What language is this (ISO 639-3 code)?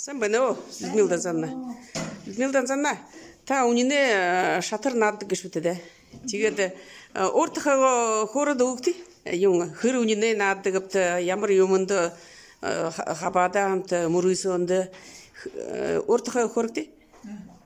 bua